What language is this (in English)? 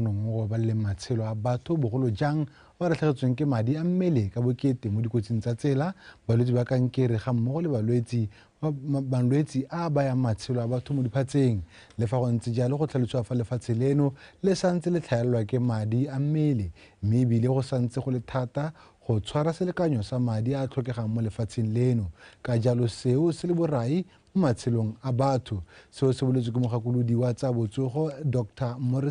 Tswana